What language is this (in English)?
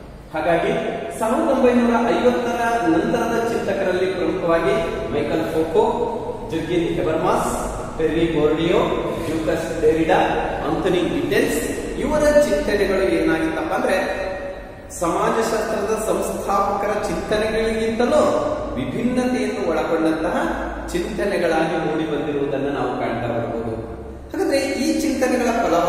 Kannada